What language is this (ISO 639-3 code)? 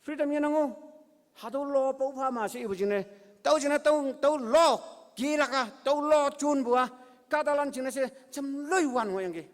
nbe